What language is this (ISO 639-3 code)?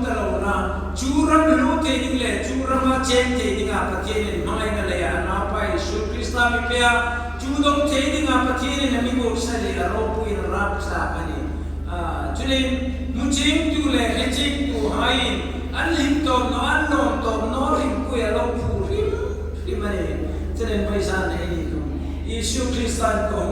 hmr